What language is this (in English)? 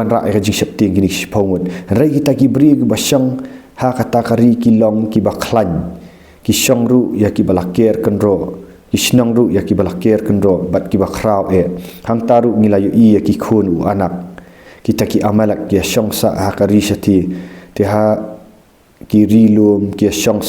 Khasi